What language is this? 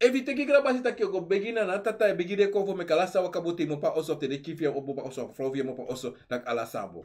Sranan Tongo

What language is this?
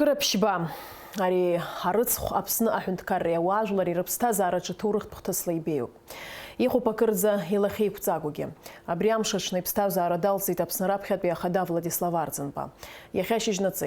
Abkhazian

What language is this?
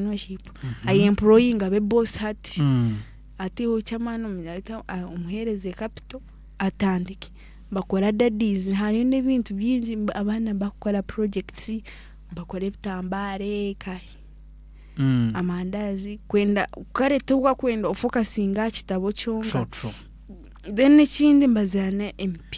Nyankole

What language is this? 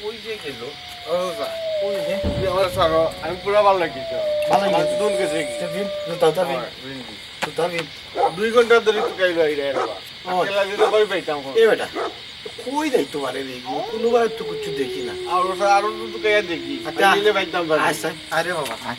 Sylheti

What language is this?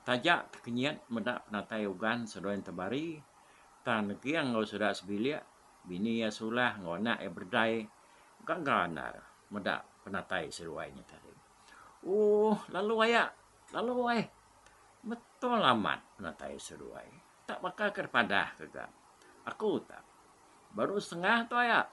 Iban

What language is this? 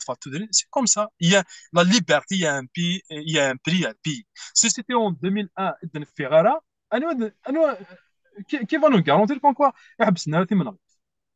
Kabyle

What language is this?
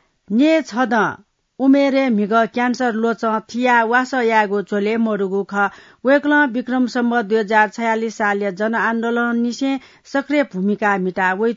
Newari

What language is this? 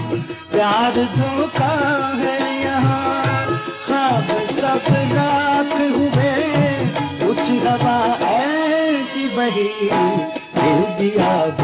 Hindi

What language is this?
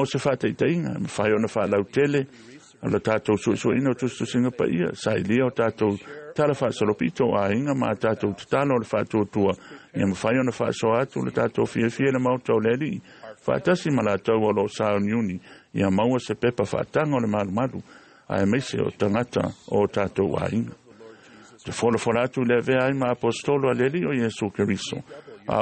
Samoan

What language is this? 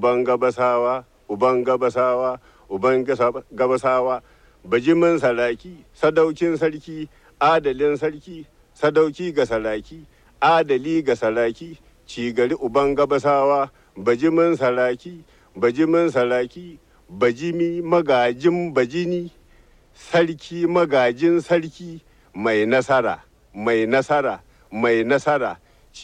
Hausa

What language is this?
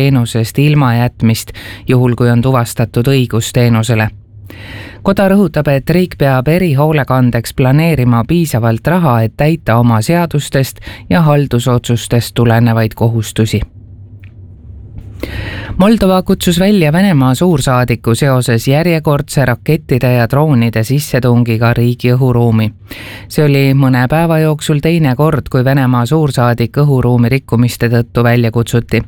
Estonian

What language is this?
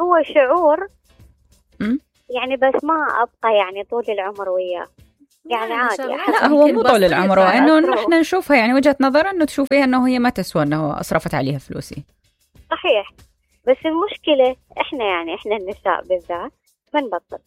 Mesopotamian Arabic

